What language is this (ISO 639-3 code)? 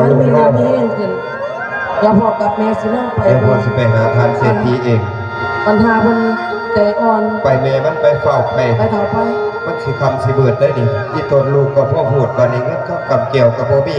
tts